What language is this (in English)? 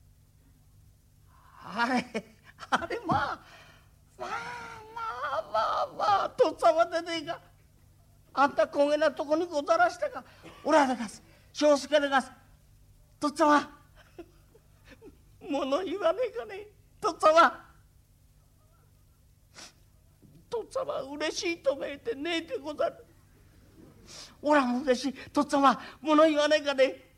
Japanese